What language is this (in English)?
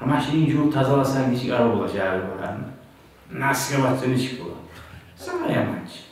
Kumyk